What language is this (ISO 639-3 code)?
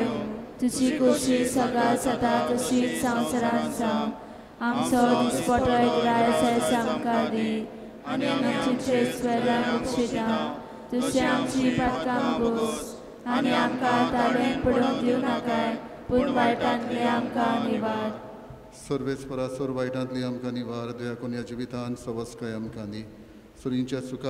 kok